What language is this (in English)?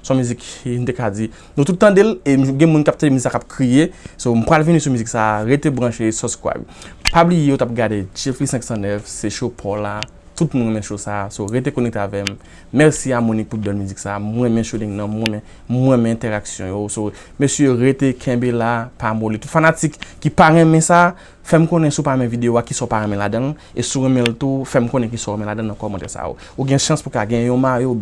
Haitian Creole